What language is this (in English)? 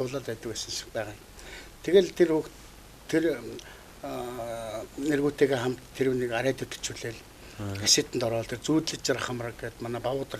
Mongolian